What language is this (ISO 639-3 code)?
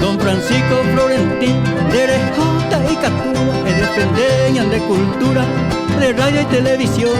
grn